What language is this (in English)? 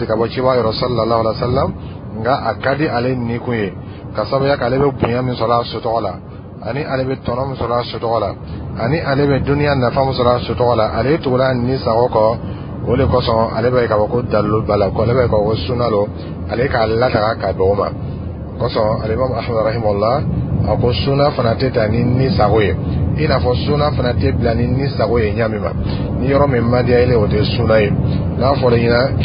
Dyula